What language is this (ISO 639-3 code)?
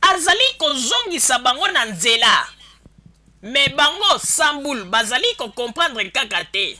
lin